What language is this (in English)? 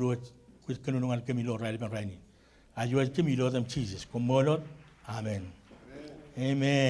Marshallese